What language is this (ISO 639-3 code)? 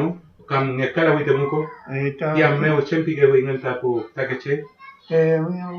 arn